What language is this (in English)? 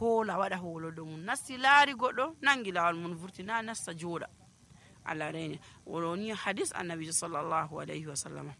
Nigerian Fulfulde